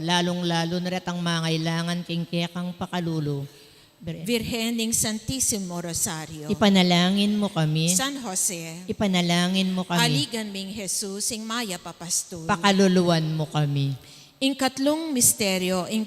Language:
Pampanga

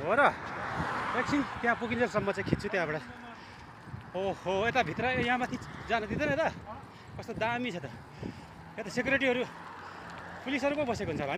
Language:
Nepali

